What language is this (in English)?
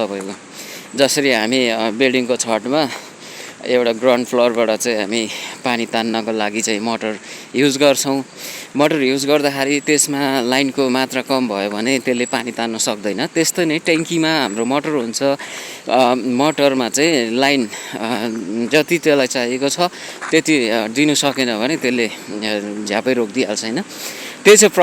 Nepali